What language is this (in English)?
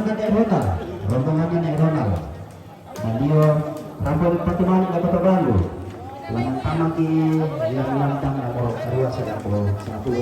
Toraja-Sa'dan